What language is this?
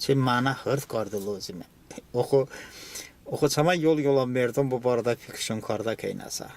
Talysh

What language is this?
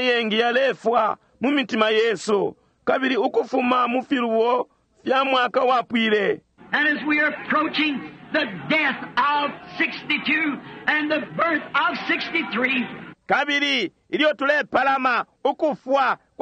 Bemba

